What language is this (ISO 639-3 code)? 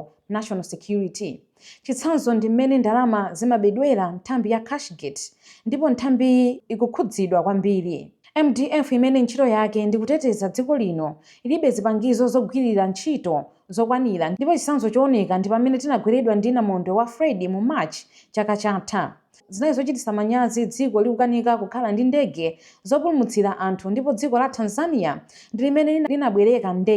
nya